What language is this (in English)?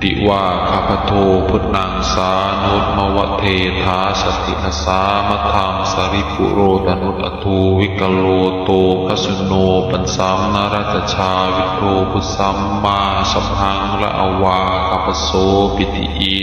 Pali